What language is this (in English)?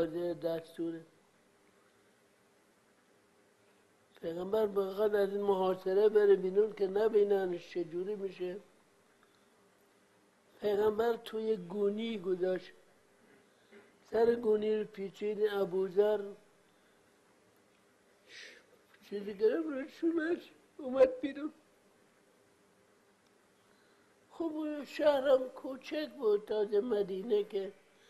Persian